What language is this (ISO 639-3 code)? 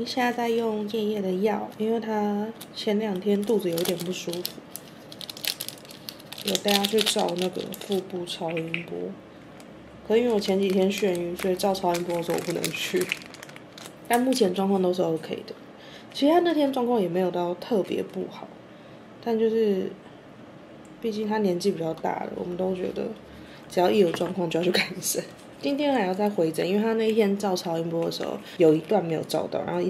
zho